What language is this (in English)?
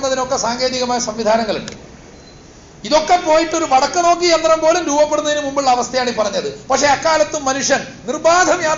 Malayalam